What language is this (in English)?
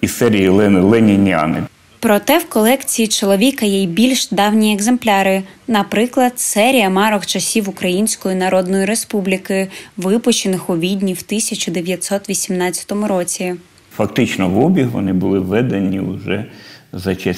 Ukrainian